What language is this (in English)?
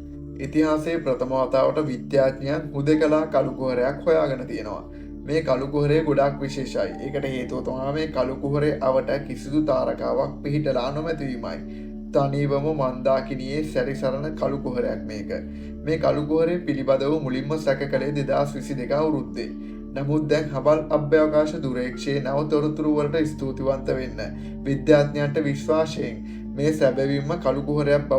Sinhala